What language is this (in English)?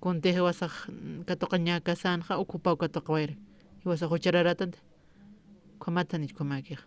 Aymara